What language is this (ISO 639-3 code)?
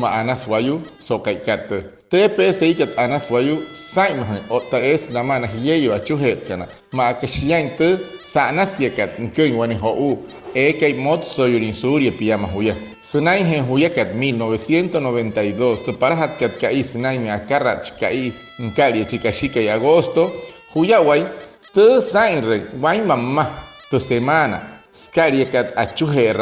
guc